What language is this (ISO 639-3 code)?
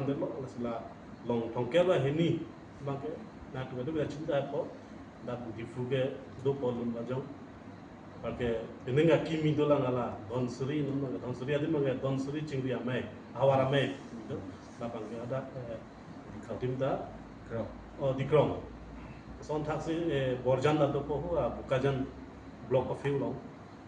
mjw